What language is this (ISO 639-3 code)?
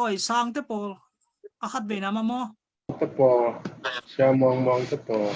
ctd